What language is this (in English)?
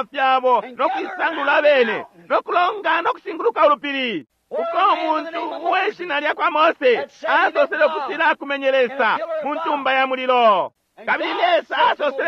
Bemba